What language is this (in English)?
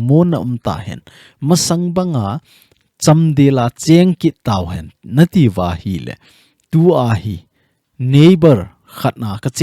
Thado Chin